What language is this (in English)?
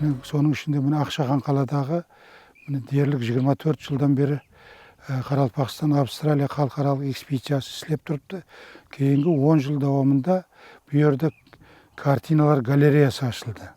Kara-Kalpak